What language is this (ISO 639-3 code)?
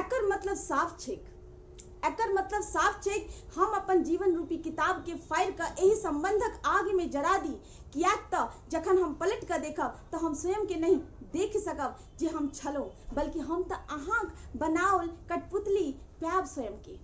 mai